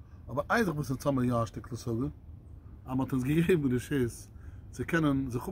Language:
Yiddish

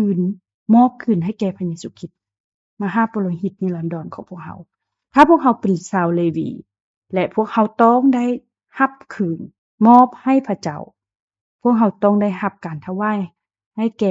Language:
Lao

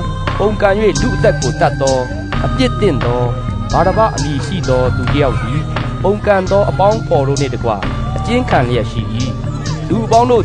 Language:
Burmese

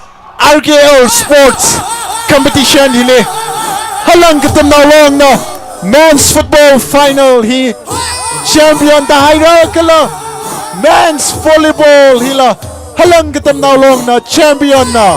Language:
Tangkhul Naga (India)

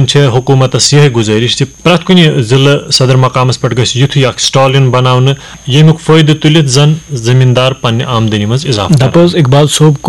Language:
Kashmiri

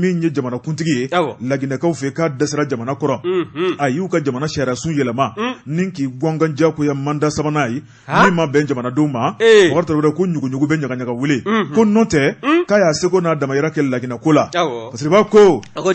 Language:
Bambara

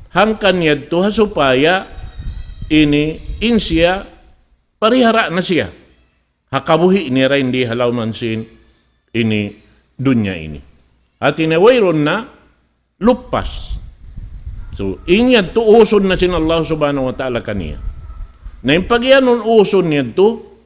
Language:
Tausug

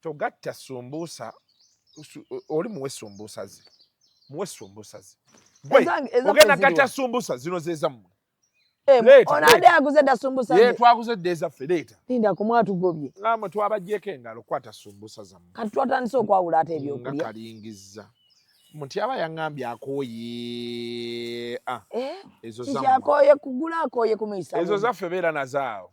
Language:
Ganda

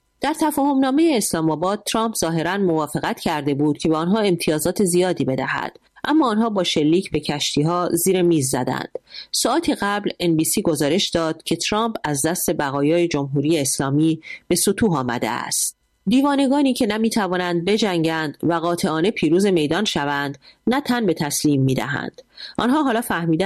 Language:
Persian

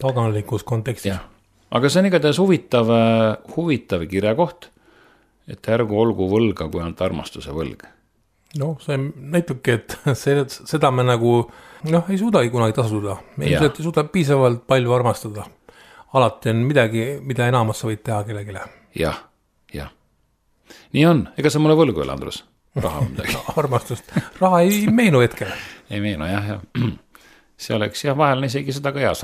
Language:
Estonian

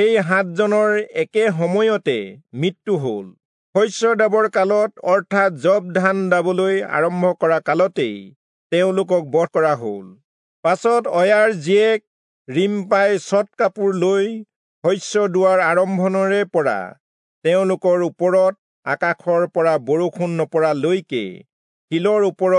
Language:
Assamese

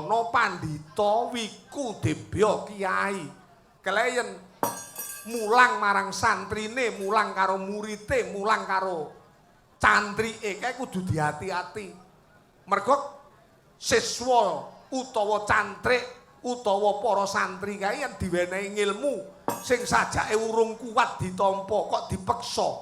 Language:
Javanese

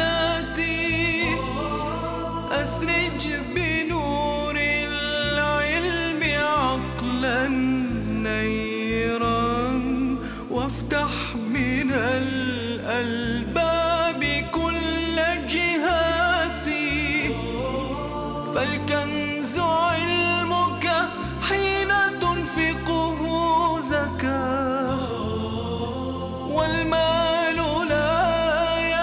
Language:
Arabic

